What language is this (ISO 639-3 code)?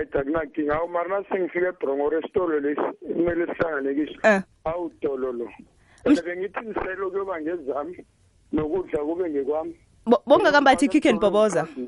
nbl